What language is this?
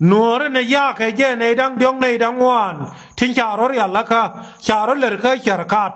Nuer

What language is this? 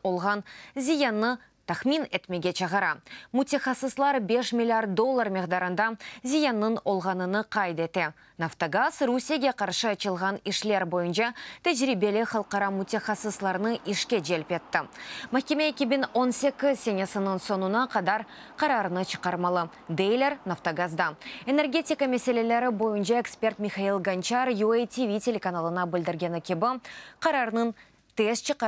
Crimean Tatar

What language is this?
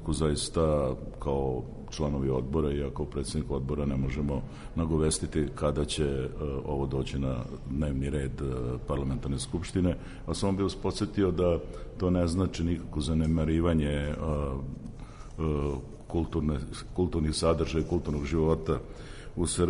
Serbian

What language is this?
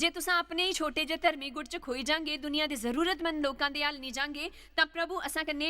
Dogri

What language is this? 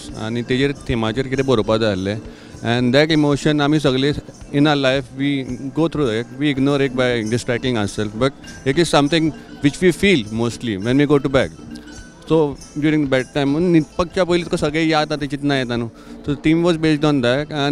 Konkani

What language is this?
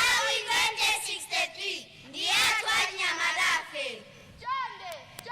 Nyanja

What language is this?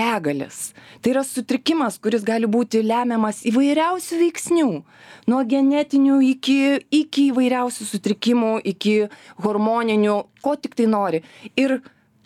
Lithuanian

